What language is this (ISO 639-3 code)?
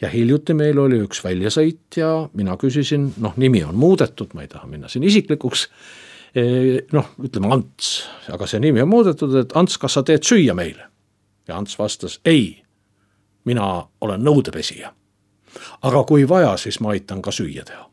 est